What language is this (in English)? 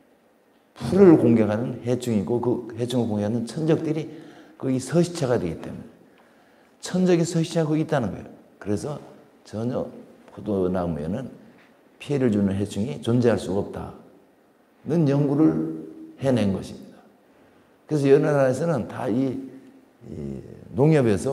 Korean